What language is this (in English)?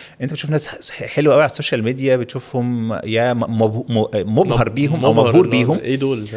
Egyptian Arabic